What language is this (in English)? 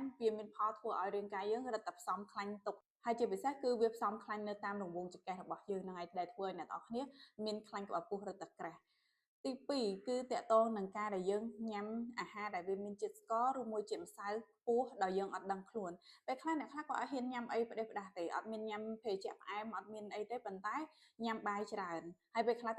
Khmer